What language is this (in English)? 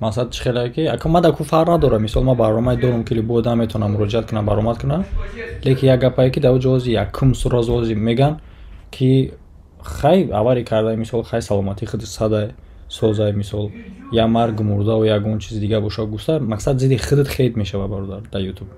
Tajik